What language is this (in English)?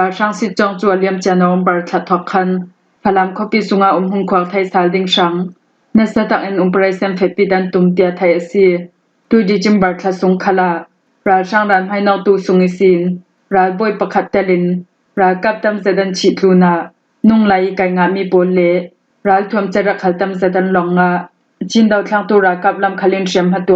Falam Chin